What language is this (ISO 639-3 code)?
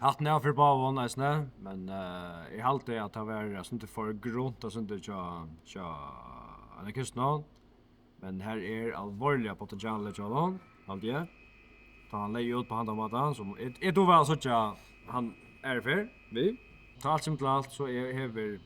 fao